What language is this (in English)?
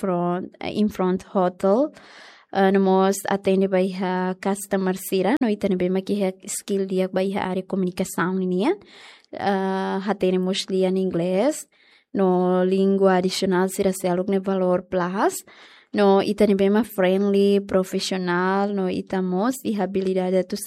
Tetum